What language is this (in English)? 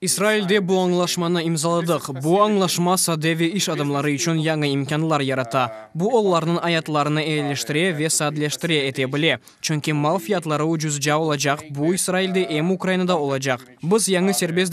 Crimean Tatar